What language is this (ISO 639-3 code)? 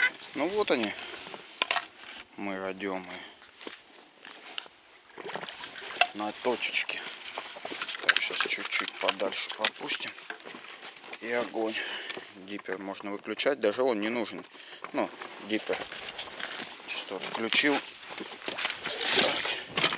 rus